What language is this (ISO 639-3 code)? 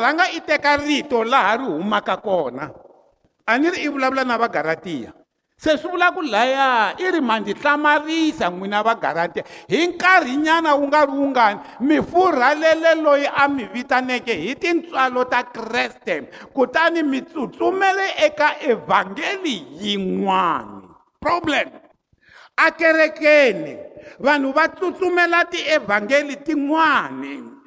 tso